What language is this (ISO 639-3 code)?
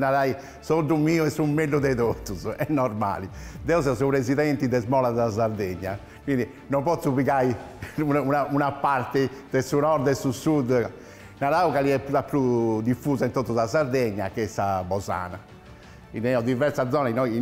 srd